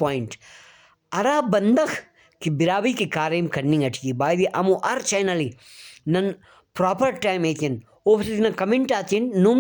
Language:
Brahui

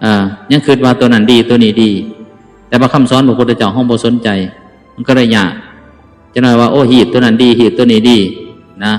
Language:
Lao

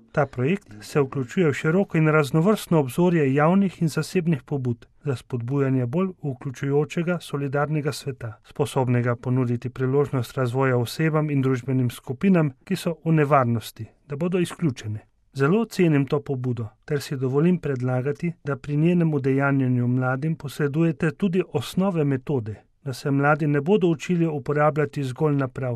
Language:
Slovenian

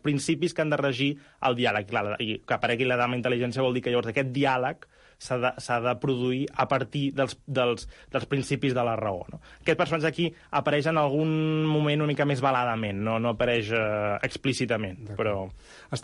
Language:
Catalan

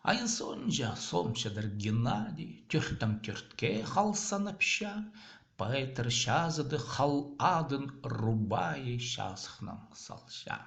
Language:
Khakas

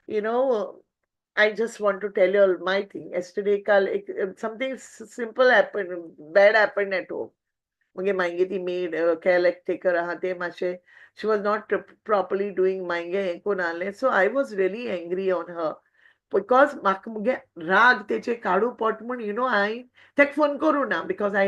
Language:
Konkani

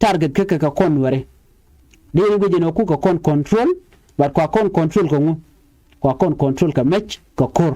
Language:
Nuer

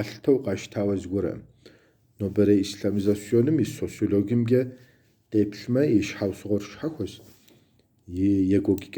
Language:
Kabardian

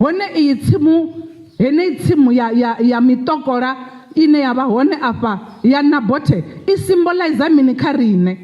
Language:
Venda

